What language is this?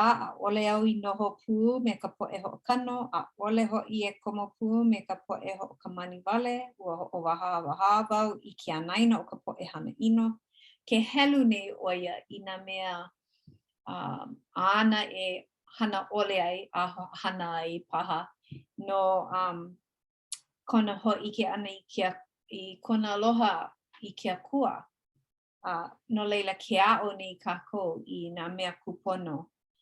Hawaiian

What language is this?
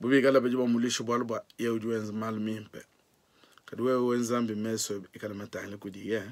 Luba-Lulua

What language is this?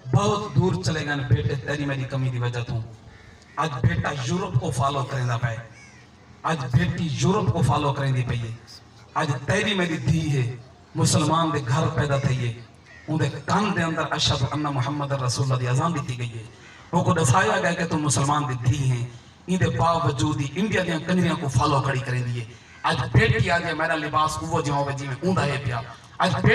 Saraiki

